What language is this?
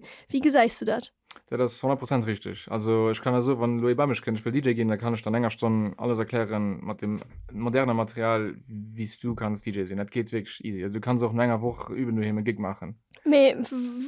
Luxembourgish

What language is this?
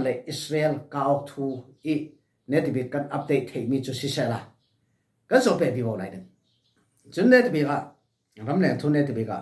Falam Chin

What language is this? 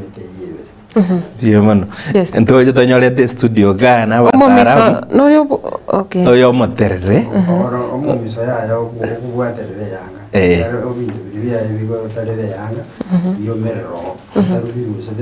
Gusii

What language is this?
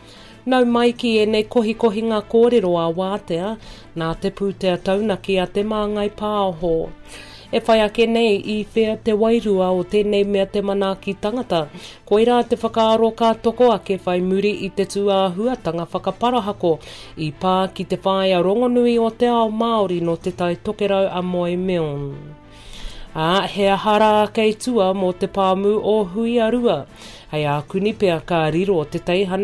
Māori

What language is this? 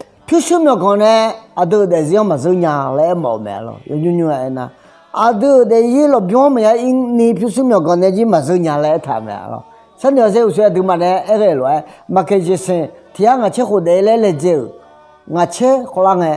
Akha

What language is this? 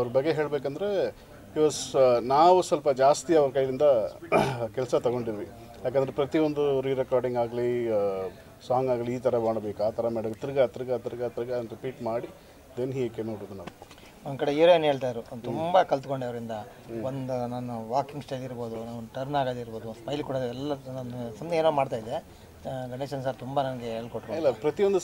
Kannada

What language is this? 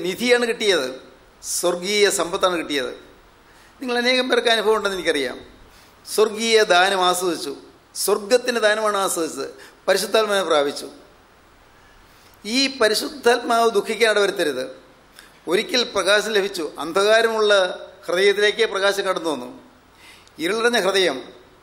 Malayalam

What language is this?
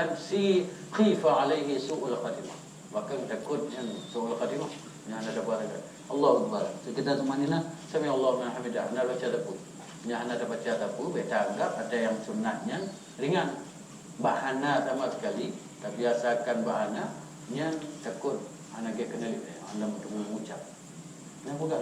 Achinese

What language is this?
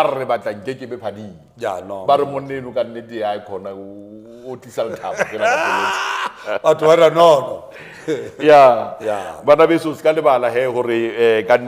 Southern Sotho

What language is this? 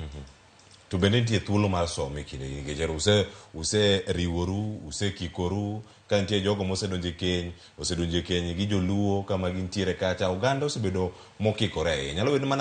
Luo (Kenya and Tanzania)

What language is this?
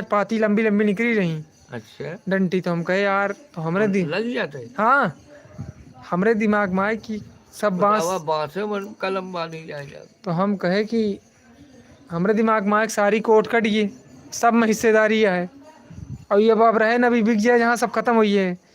Awadhi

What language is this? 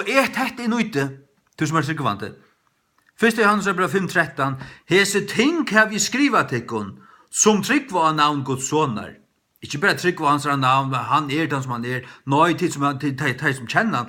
Faroese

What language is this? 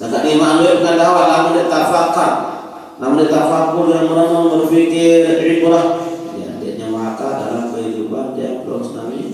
Sasak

